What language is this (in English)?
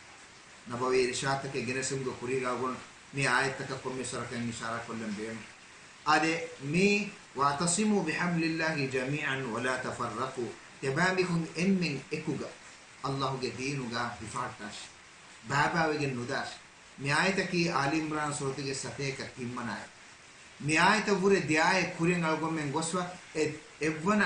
Divehi